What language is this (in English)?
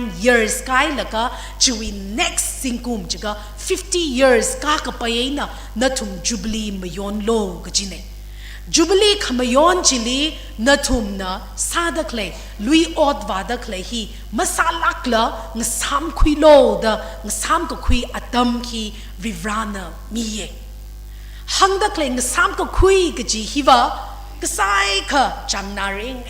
Tangkhul Naga (India)